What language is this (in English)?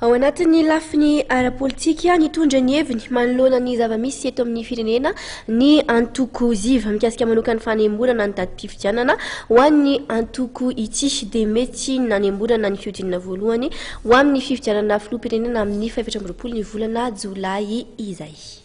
Malagasy